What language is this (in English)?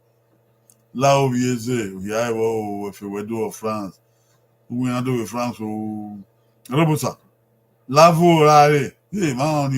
Bini